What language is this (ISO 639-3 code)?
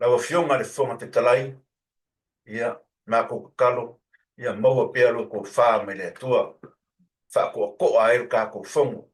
smo